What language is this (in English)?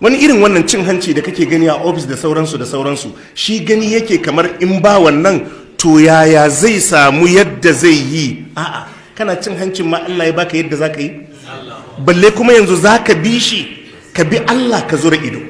Hausa